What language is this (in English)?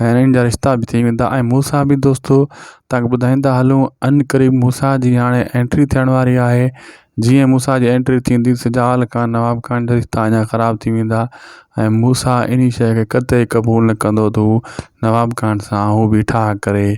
Sindhi